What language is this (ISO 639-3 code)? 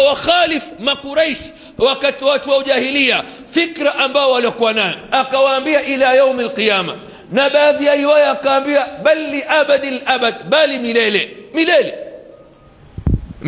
swa